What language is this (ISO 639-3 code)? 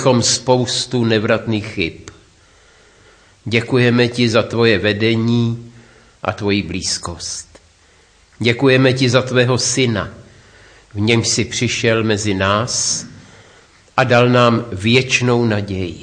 ces